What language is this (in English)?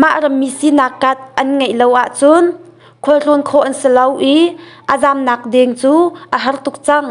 Hakha Chin